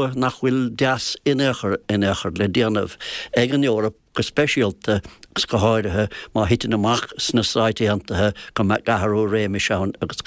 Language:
Irish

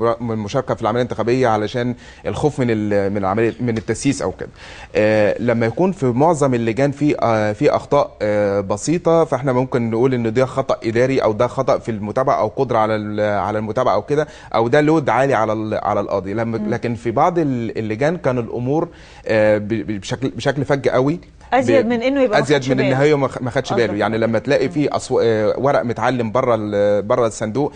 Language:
Egyptian Arabic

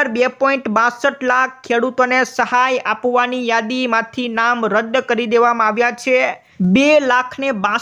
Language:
Gujarati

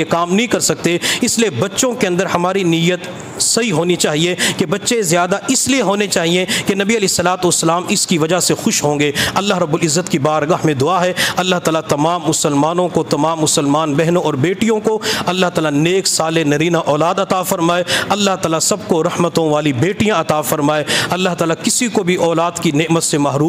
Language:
Urdu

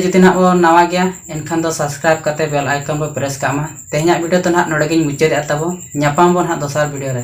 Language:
Santali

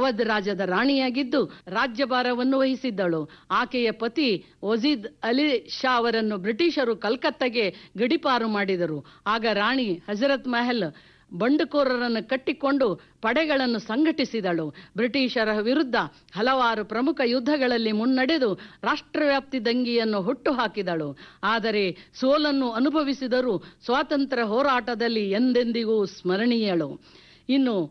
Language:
Kannada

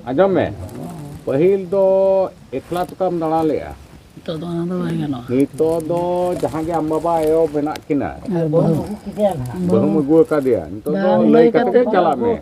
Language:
Santali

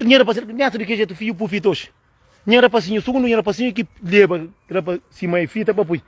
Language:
Kabuverdianu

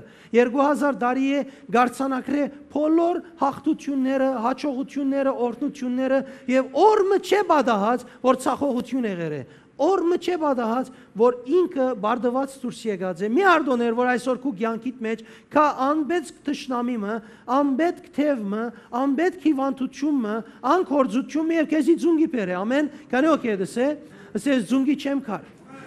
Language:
Western Armenian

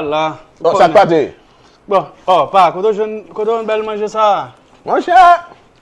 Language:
Haitian Creole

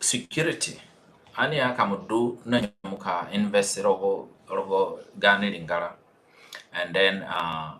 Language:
Zande (individual language)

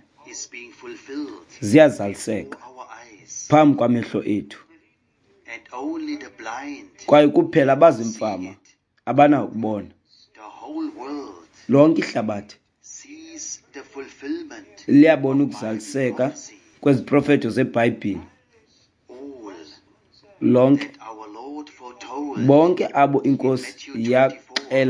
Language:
Xhosa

